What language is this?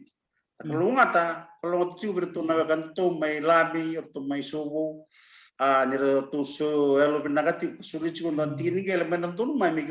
Fijian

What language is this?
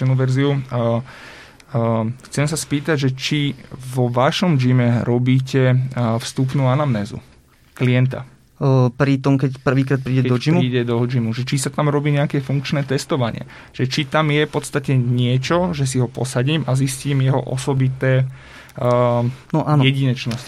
Slovak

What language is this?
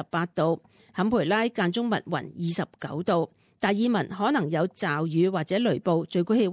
Cantonese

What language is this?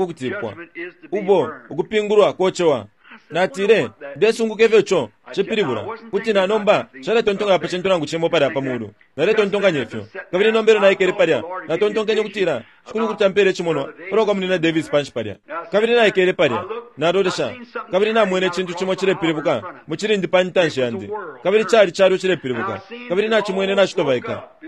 Bemba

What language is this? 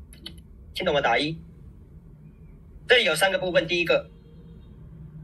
Chinese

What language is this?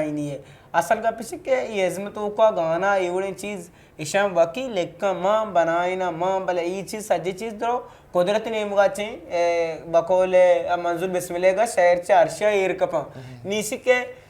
Eastern Balochi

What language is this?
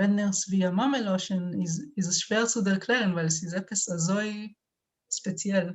Yiddish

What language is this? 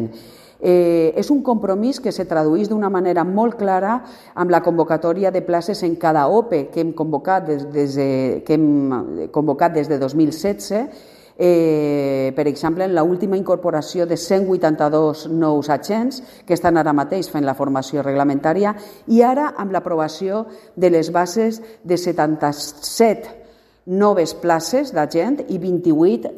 Catalan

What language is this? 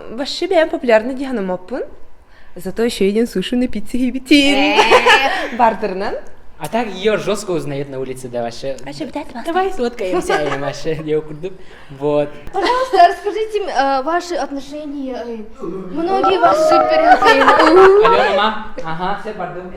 Yakut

